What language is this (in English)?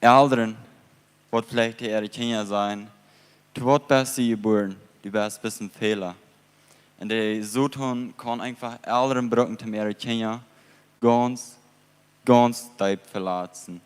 Plautdietsch